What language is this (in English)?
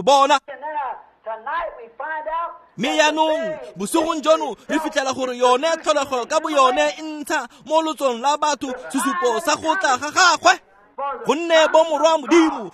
Tswana